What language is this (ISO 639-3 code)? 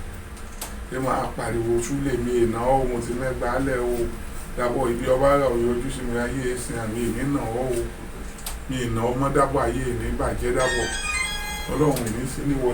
yor